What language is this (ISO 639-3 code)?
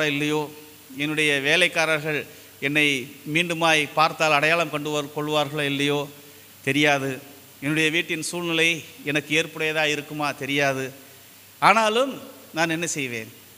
tam